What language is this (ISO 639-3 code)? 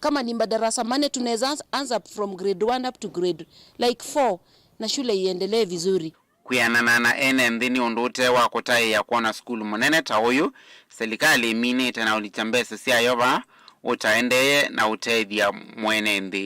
kam